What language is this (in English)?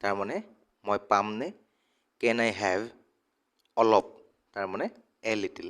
Assamese